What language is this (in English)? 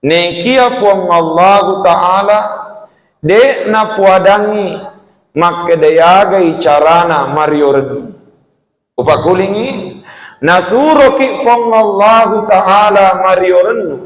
Buginese